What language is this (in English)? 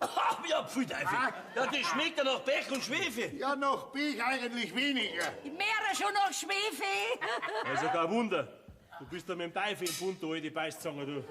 Bavarian